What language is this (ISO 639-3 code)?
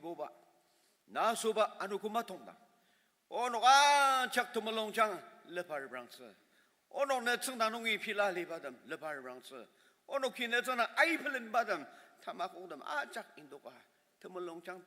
njo